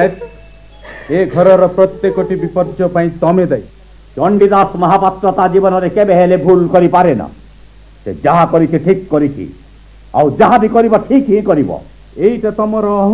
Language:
Odia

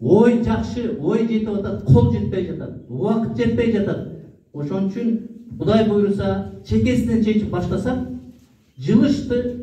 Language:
Kyrgyz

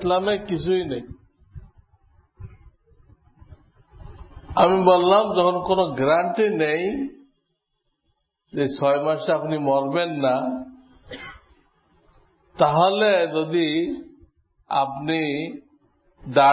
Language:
Bangla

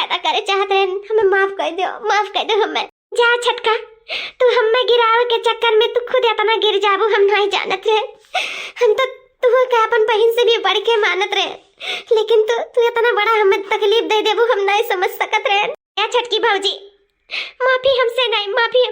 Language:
Awadhi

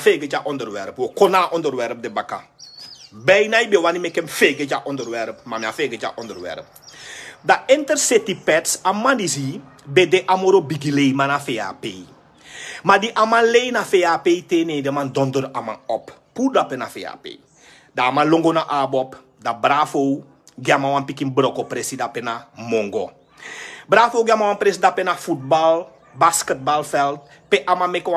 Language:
Sranan Tongo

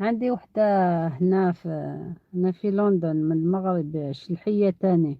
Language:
Algerian Arabic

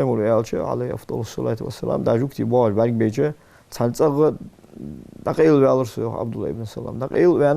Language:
Ingush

